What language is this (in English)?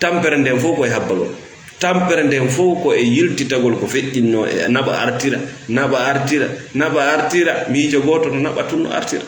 Fula